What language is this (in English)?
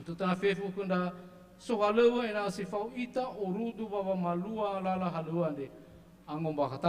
Nias